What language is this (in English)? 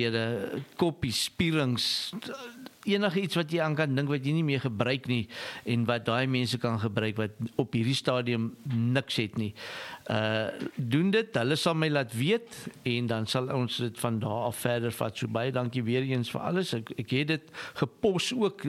Afrikaans